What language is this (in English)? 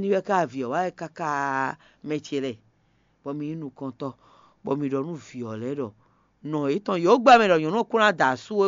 Fon